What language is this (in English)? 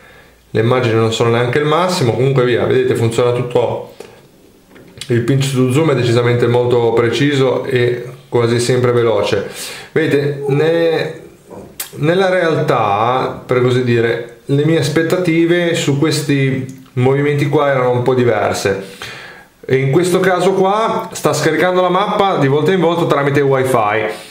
Italian